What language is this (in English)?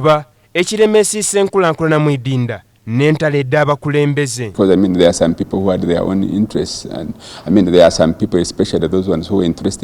Soga